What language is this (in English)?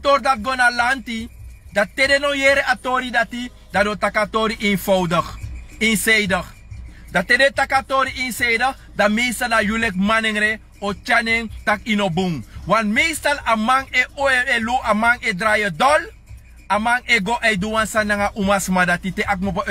Sranan Tongo